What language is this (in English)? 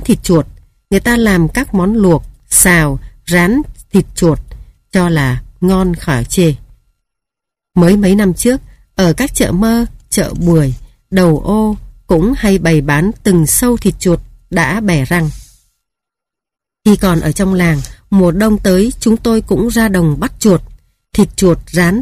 Vietnamese